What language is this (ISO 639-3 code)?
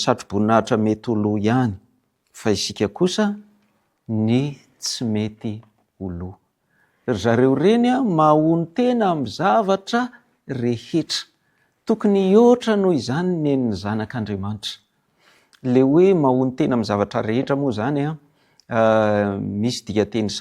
mlg